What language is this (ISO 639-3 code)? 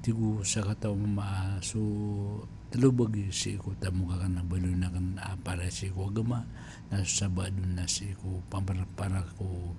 mrw